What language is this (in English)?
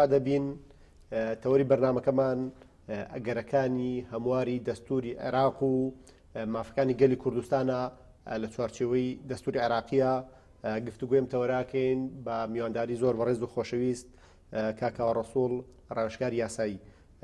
Central Kurdish